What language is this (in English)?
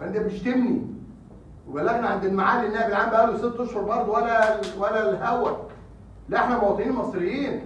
Egyptian Arabic